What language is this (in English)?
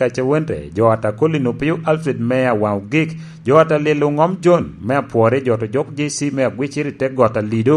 Lango (Uganda)